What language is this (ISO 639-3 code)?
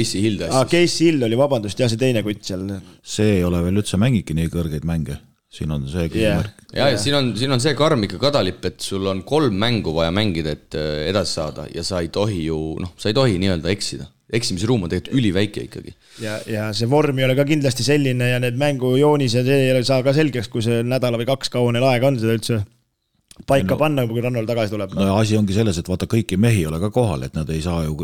est